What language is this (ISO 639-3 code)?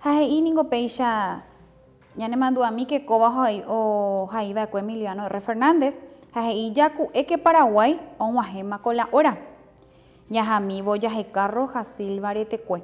grn